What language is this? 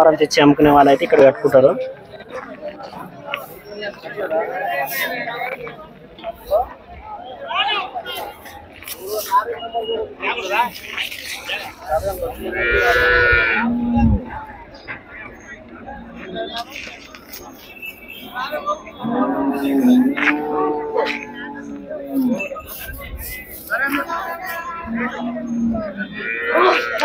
Telugu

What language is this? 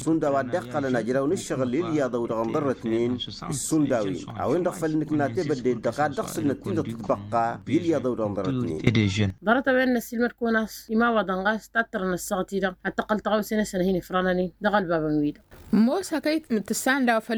Tamasheq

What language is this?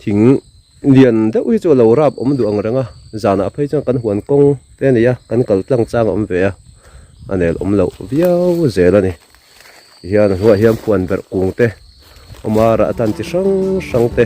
Mizo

